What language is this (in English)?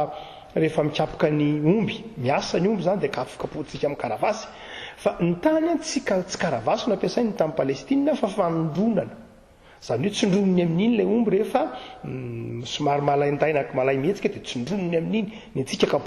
Malagasy